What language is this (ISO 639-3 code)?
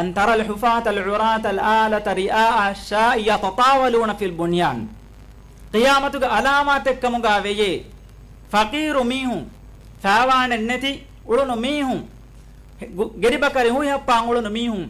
div